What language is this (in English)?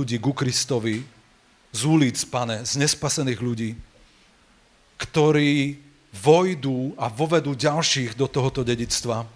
Slovak